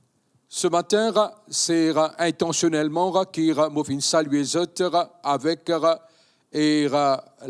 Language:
Morisyen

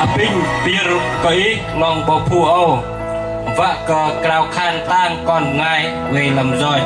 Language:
Bahnar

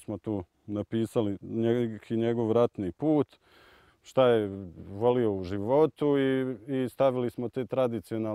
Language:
Bosnian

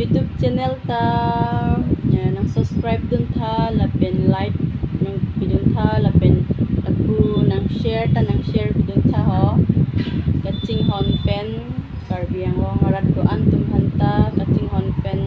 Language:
Karbi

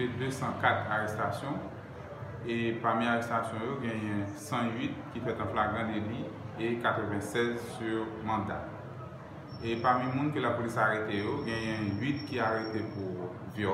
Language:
Haitian Creole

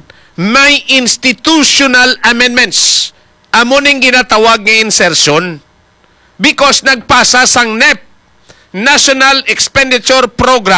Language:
Hiligaynon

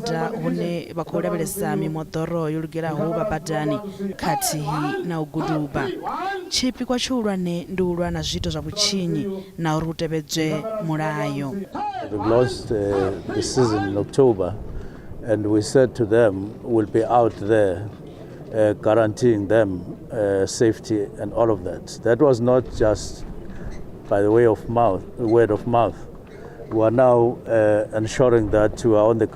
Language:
Venda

